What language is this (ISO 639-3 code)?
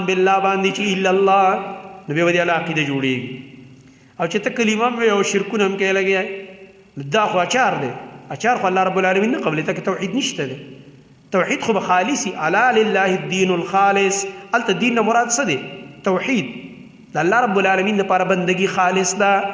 pus